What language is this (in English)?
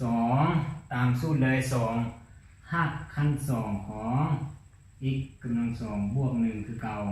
Lao